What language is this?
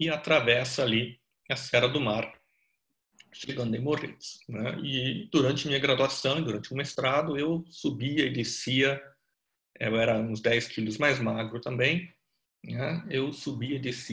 Portuguese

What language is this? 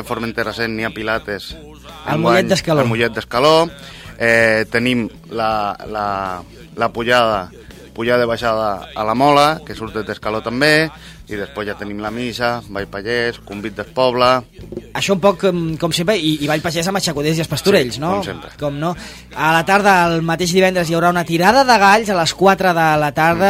Catalan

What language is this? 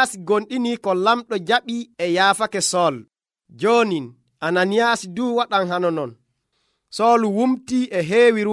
Nigerian Fulfulde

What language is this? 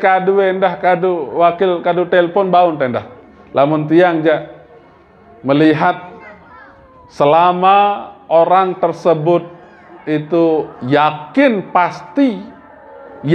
Sasak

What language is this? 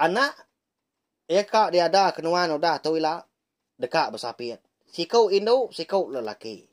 Iban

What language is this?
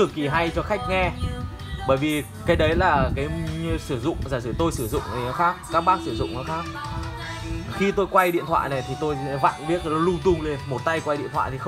Vietnamese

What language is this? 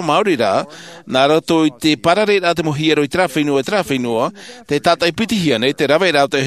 Tahitian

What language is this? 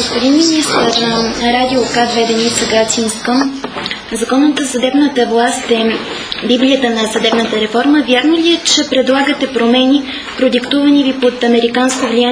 Bulgarian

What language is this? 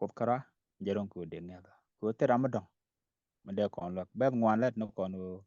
Nuer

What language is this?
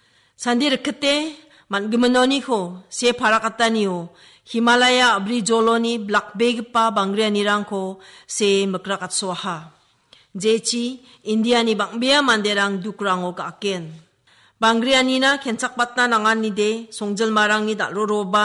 Garo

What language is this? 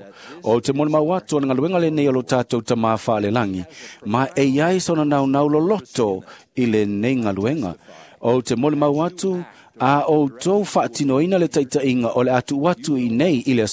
Samoan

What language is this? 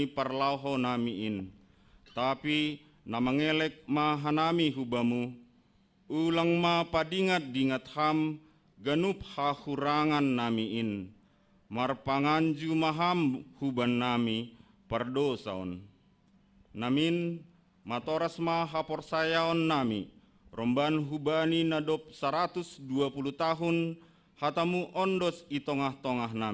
Batak Simalungun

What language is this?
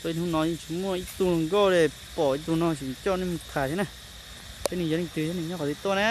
Hmong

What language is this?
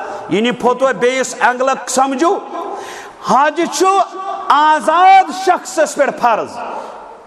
Kashmiri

